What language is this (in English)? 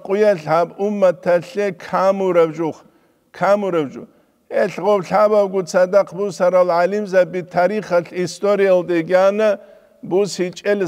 Avaric